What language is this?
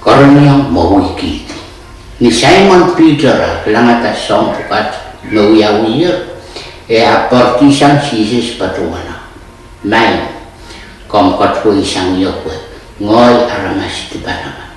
Pohnpeian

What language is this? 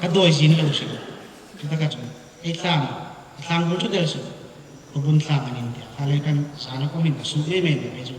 Hmar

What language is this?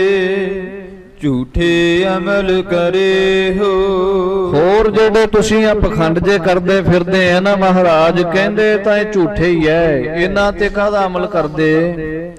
Punjabi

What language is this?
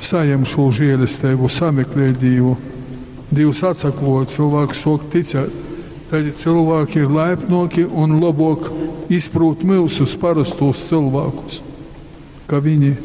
Latgalian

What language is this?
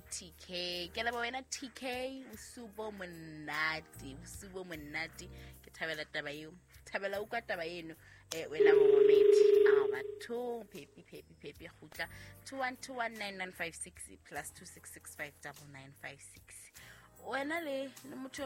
Southern Sotho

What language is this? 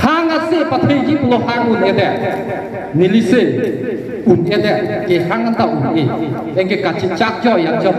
Karbi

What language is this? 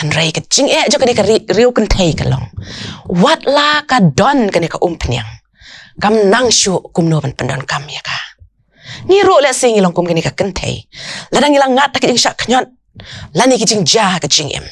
Khasi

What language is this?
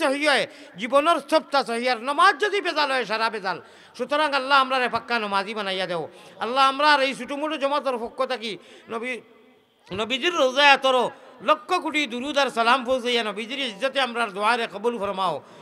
Sylheti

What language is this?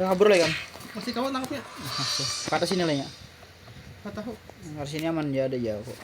Banjar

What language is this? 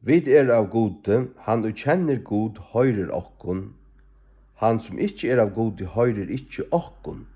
Faroese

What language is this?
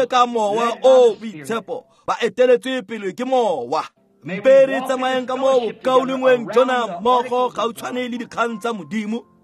Tswana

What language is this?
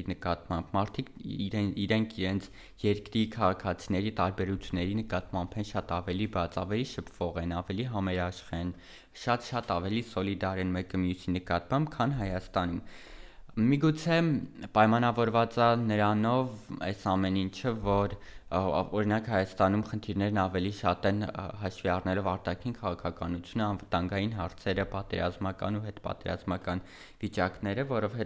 Armenian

